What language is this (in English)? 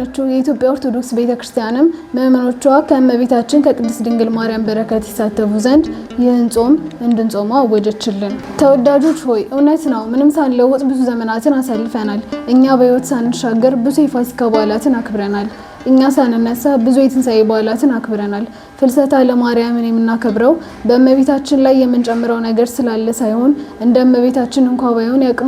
Amharic